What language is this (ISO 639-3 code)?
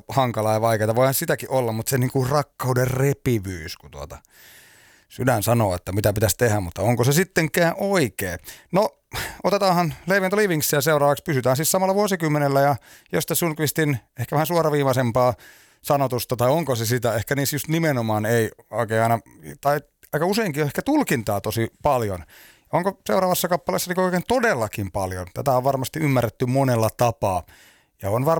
fin